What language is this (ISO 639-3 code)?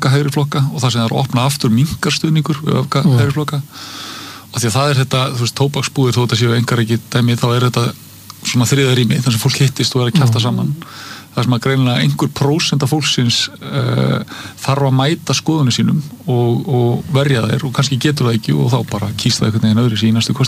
isl